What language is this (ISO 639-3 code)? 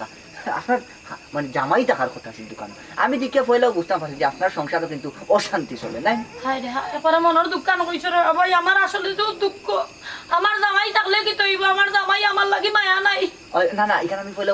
syl